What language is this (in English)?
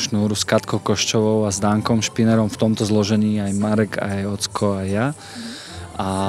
Slovak